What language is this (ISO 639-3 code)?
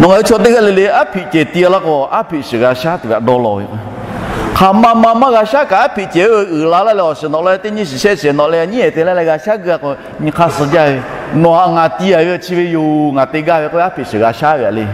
lhu